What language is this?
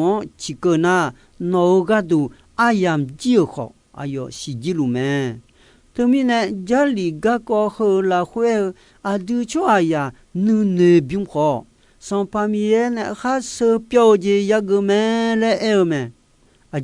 Akha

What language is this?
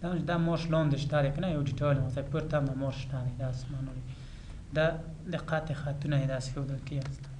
Pashto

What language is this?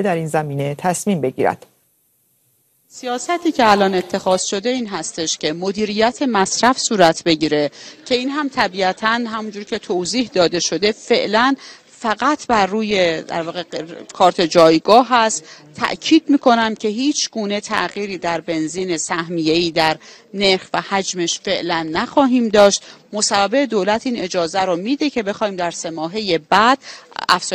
Persian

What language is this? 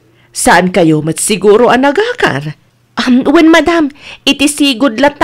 Iloko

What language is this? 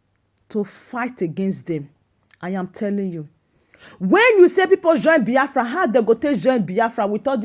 Nigerian Pidgin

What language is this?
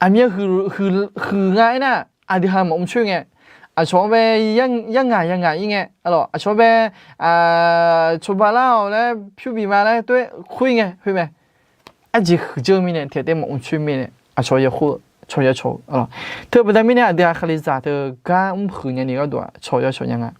Akha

